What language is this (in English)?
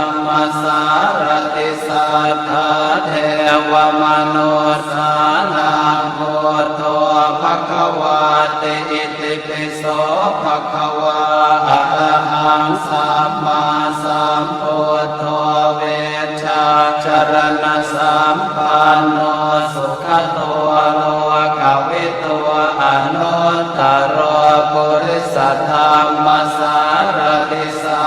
Pali